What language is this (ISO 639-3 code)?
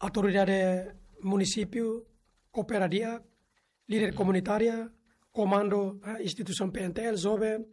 tet